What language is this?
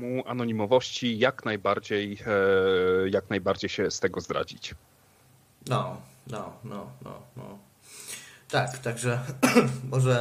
Polish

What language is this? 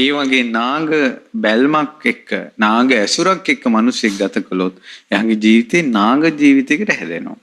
Sinhala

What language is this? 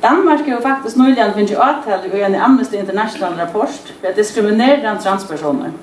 Faroese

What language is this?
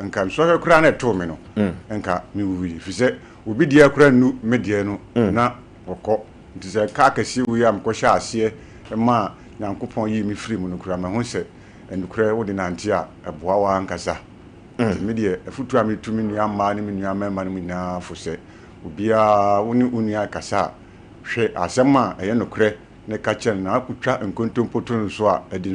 Akan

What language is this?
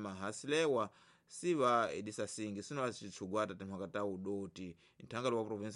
Tsonga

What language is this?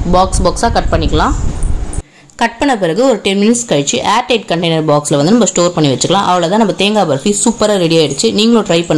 Tamil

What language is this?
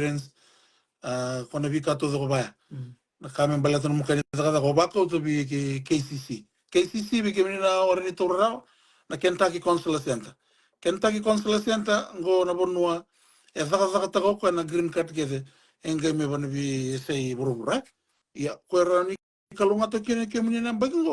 Fijian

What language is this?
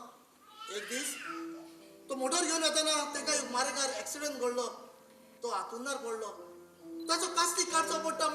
Konkani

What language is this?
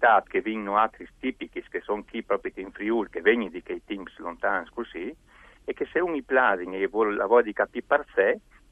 Friulian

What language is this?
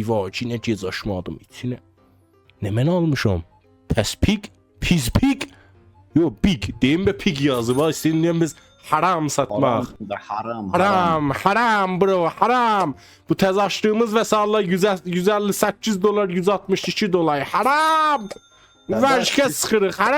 South Azerbaijani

